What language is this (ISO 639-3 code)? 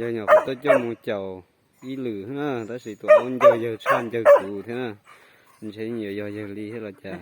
hmn